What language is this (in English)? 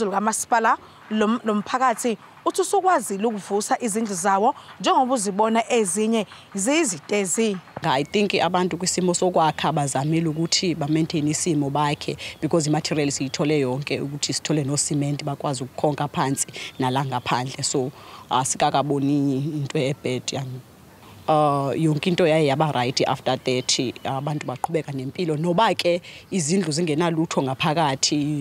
Zulu